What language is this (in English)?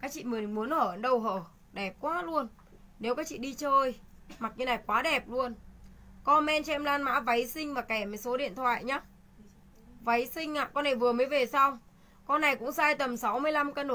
Vietnamese